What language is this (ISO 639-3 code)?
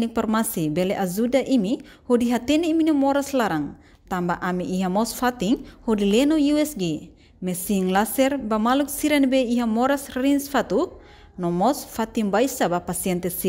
tet